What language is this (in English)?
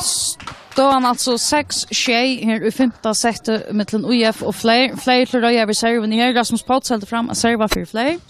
Faroese